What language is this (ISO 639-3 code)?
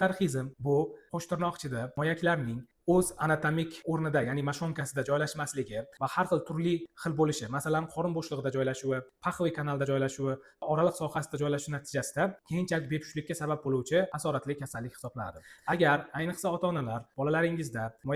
uzb